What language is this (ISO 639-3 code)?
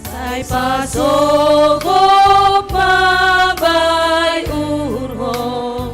bts